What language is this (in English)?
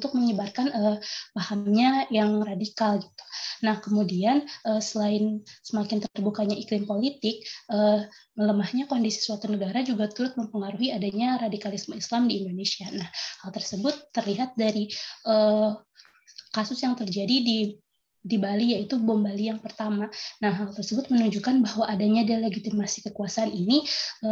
Indonesian